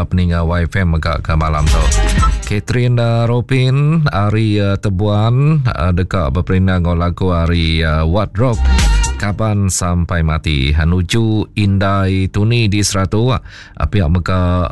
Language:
Iban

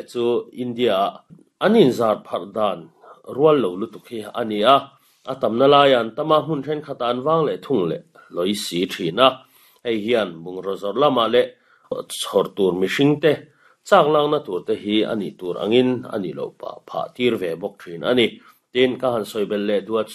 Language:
Mizo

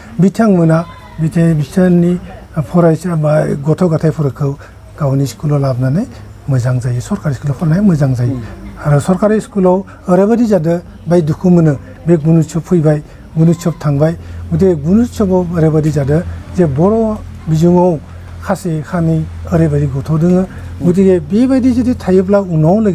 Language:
Bodo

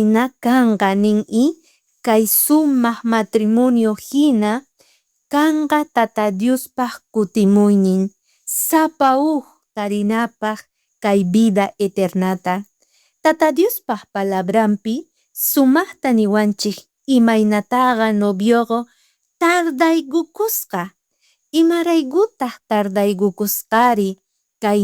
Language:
South Bolivian Quechua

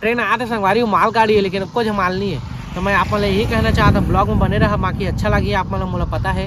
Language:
Chhattisgarhi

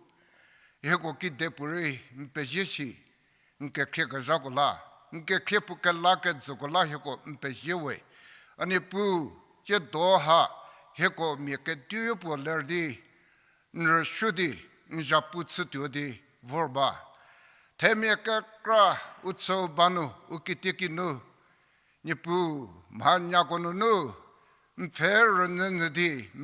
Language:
Angami Naga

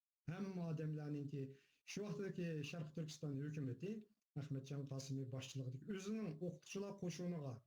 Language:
Uyghur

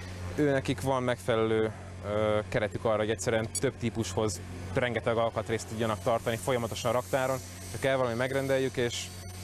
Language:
Hungarian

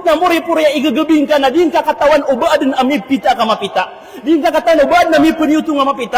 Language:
Maranao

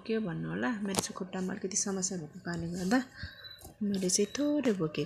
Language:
Nepali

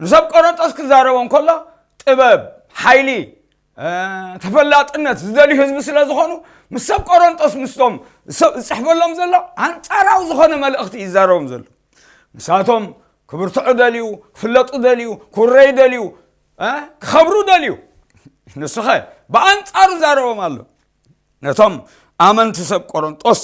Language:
Tigrinya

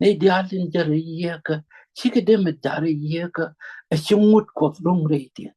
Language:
Nuer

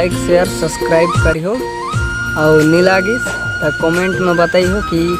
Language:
Chhattisgarhi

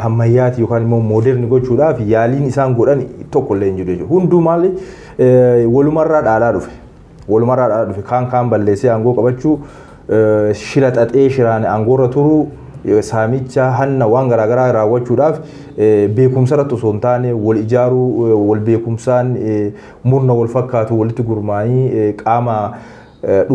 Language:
Oromo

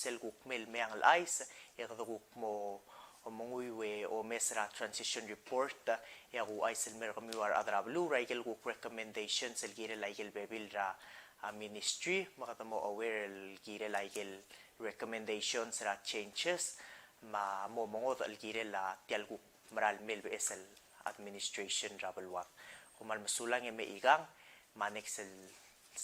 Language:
Palauan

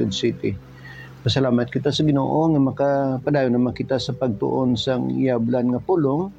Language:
Hiligaynon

